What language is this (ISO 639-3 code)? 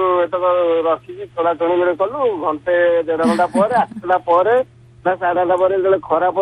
ori